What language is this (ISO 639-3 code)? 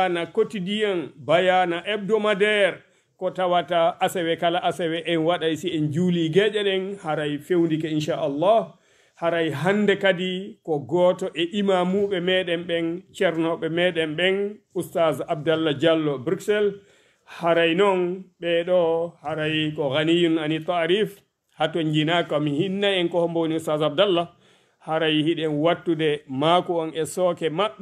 ful